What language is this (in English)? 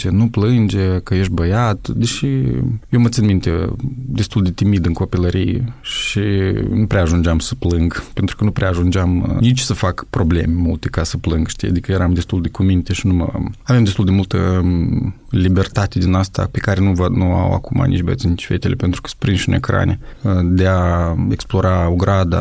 Romanian